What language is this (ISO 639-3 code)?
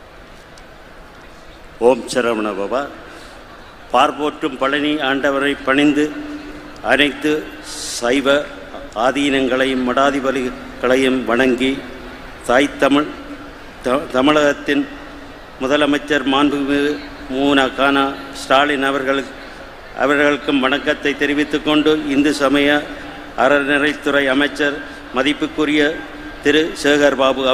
tam